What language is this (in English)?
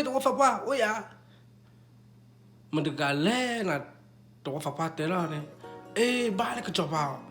S'gaw Karen